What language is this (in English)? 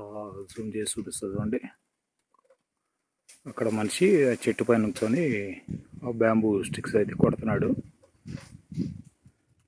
Telugu